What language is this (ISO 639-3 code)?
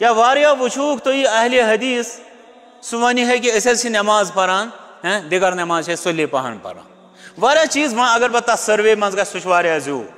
kas